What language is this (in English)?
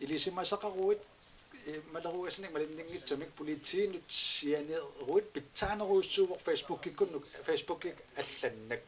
Kalaallisut